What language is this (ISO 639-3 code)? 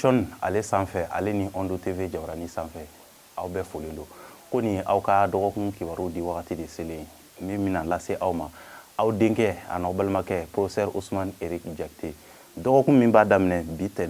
bam